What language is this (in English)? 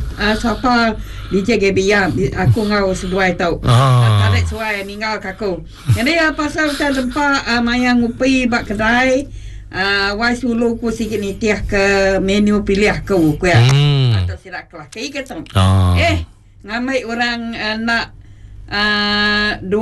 Iban